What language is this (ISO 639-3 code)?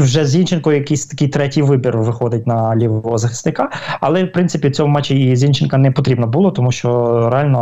ukr